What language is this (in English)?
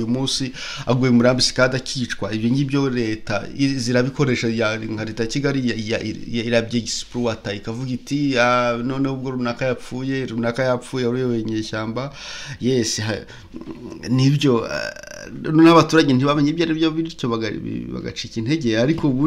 Kinyarwanda